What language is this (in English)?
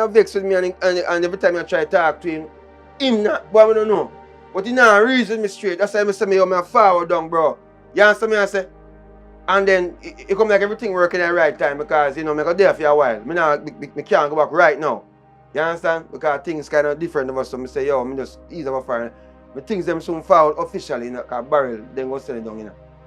Jamaican Creole English